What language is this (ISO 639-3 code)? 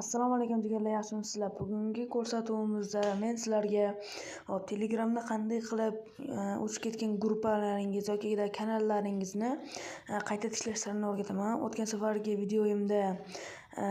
uzb